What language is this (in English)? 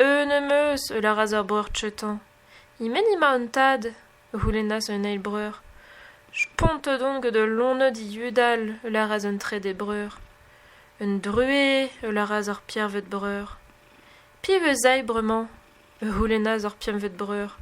Breton